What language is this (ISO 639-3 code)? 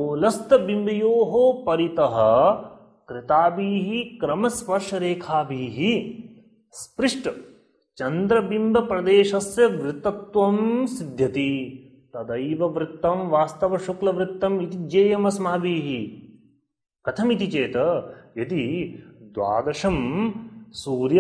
san